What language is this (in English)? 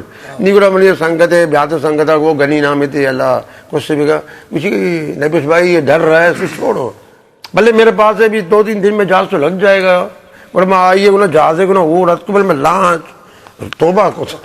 Eastern Balochi